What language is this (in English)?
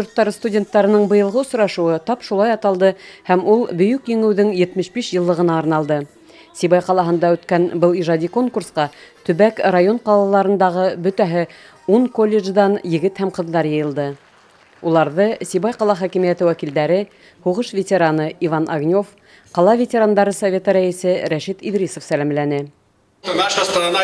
Bashkir